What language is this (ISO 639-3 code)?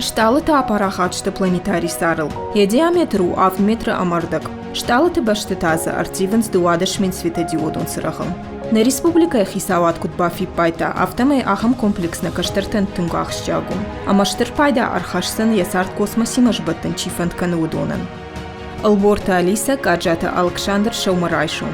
oss